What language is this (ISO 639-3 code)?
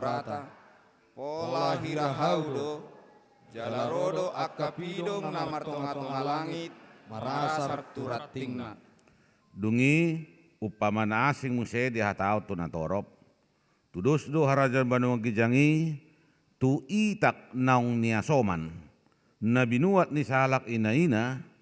bbc